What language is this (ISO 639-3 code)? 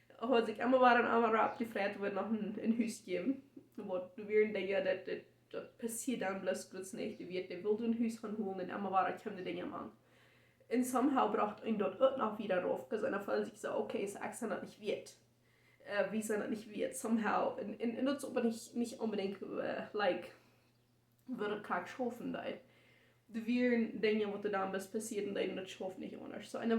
pdt